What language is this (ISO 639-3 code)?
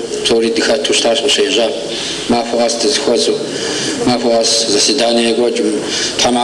kbd